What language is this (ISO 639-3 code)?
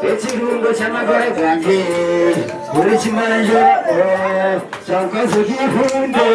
nyn